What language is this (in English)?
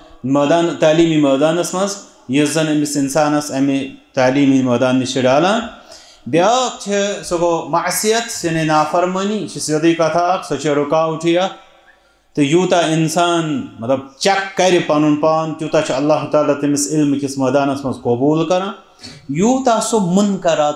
Kashmiri